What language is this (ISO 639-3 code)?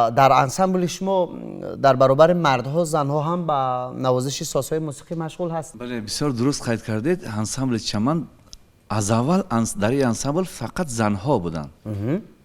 tgk